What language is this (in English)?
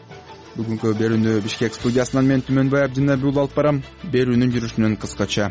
Kyrgyz